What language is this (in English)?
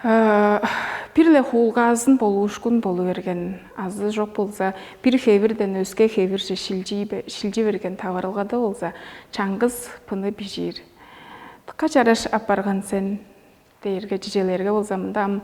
Tuvinian